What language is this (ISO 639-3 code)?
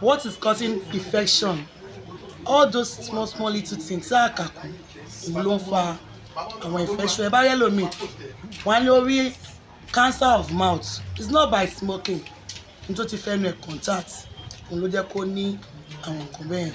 yor